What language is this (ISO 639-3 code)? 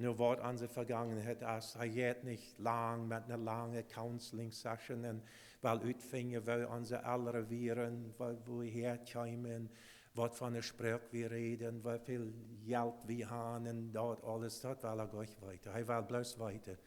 pdt